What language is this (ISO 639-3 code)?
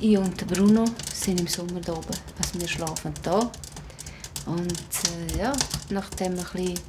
gsw